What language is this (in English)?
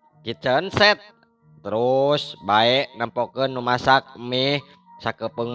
Sundanese